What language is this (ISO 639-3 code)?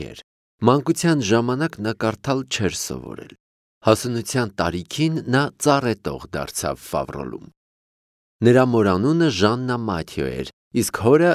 hye